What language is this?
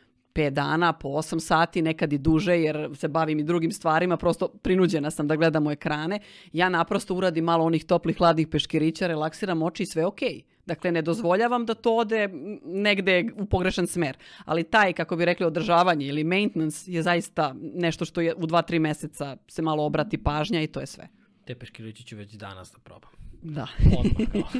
Serbian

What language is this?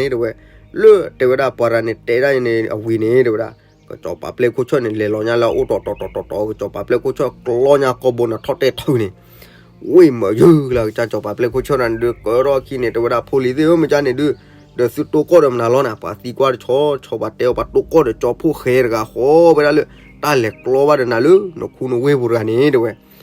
S'gaw Karen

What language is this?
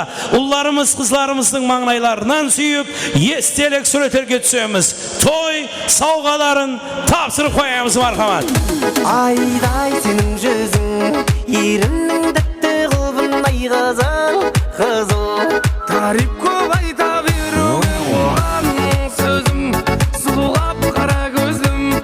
Kara-Kalpak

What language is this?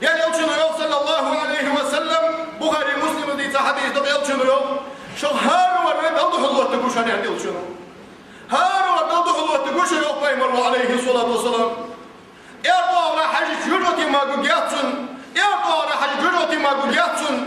Ingush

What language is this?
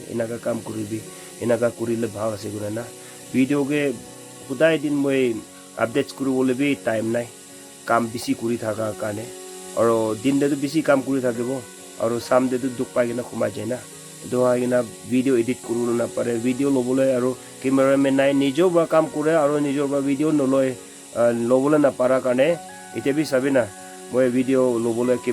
Naga Pidgin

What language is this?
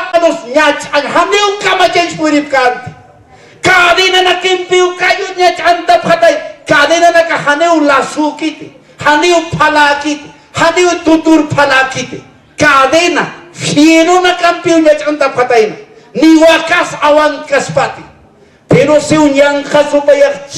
Aymara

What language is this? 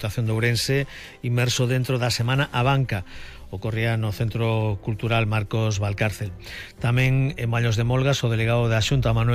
Galician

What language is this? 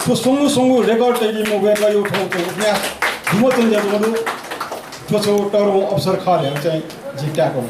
Newari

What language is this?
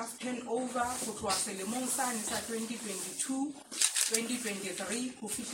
Southern Sotho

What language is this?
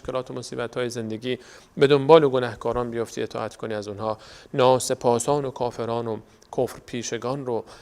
Persian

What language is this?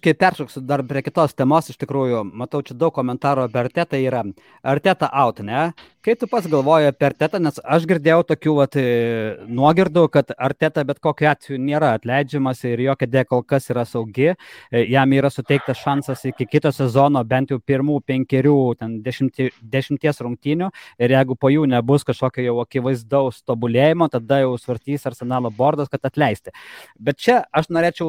Lithuanian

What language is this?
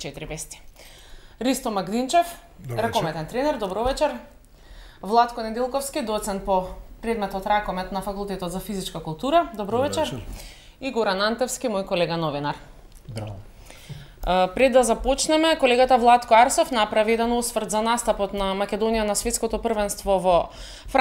Macedonian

